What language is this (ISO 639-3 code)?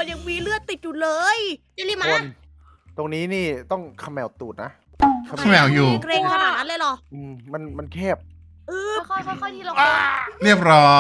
tha